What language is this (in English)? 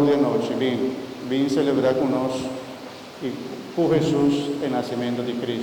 Papiamento